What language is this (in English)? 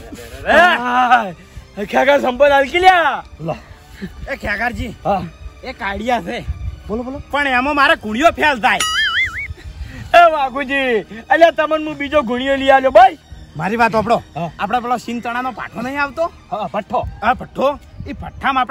Gujarati